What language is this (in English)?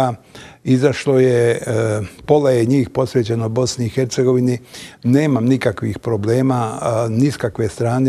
Bosnian